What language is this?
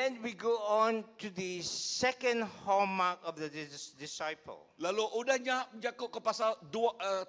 Iban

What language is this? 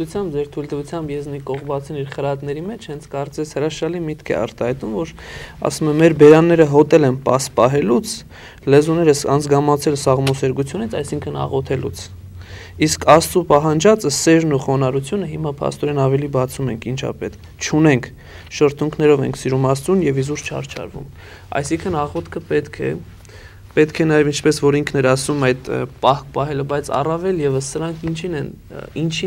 Armenian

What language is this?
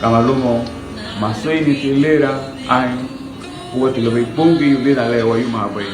Garifuna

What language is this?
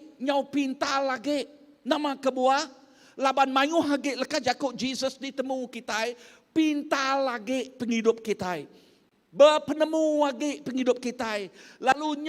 Iban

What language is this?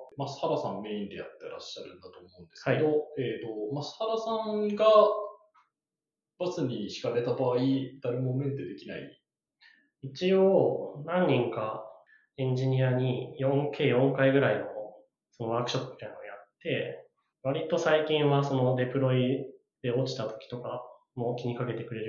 Japanese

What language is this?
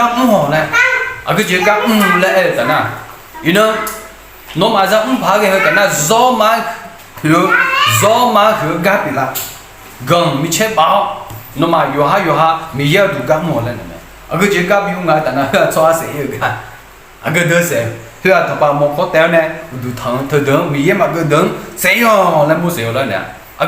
Akha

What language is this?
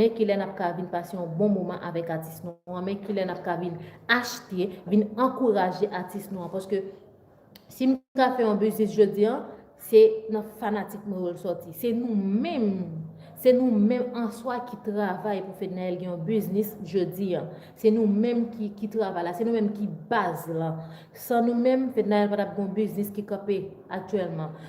Haitian Creole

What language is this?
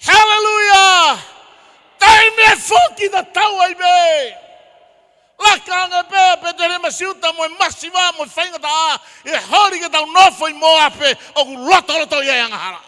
Tongan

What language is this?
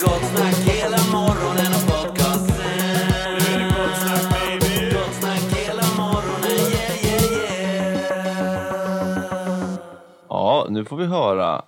Swedish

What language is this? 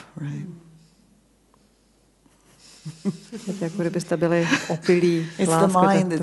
Czech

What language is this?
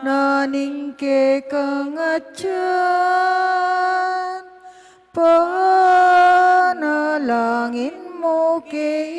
Pampanga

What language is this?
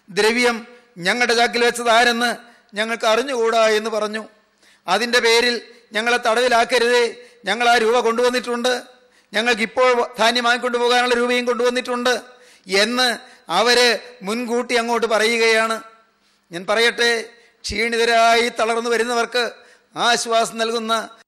Malayalam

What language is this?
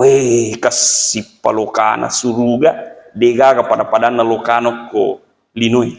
Buginese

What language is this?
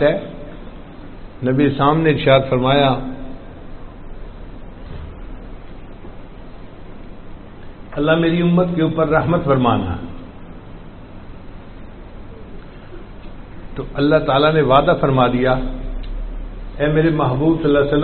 Urdu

